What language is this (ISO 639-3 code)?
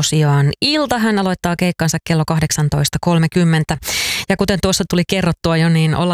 fin